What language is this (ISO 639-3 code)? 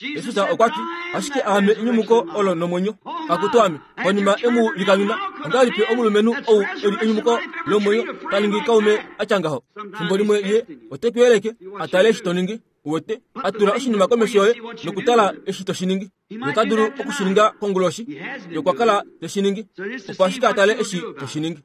kua